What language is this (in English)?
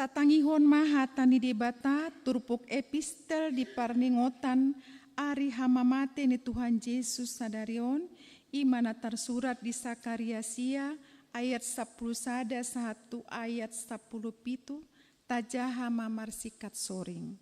Batak Toba